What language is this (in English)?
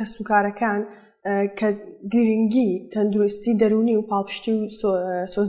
Central Kurdish